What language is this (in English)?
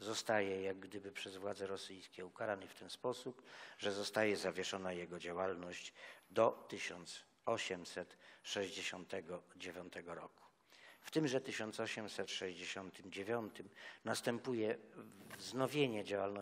Polish